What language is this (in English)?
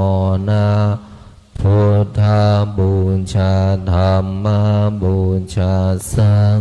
Pali